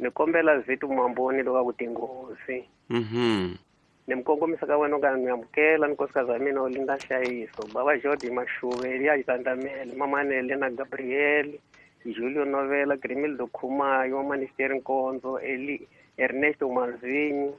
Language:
Tsonga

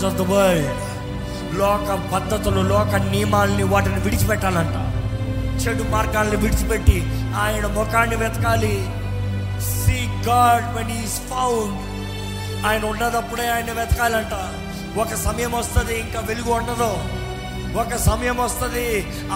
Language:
Telugu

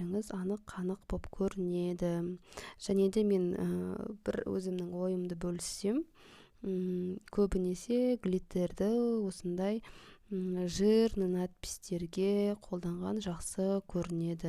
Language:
Kazakh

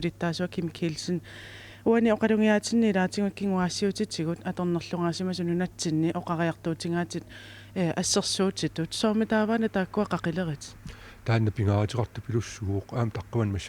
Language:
Kalaallisut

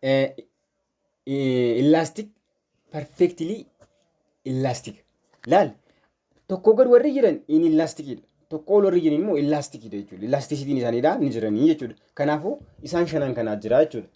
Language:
Oromo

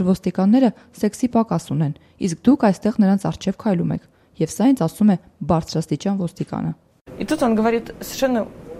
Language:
Armenian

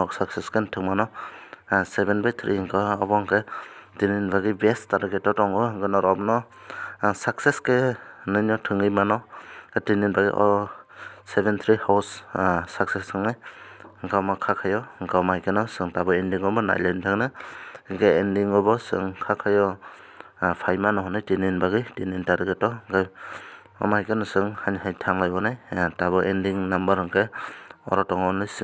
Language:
Kok Borok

